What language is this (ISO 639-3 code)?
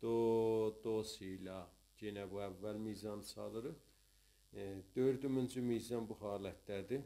azb